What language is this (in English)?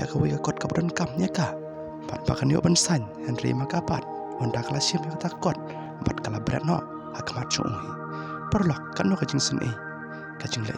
Khasi